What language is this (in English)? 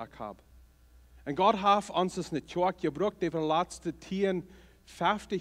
Plautdietsch